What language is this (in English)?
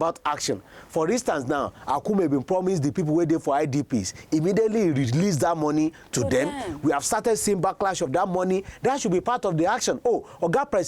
Nigerian Pidgin